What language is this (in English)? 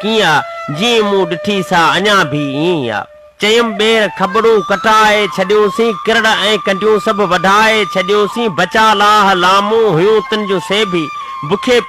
Sindhi